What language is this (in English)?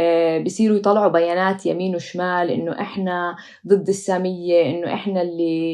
North Levantine Arabic